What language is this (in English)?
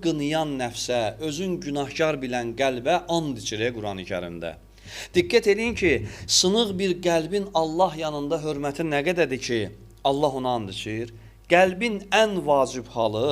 Azerbaijani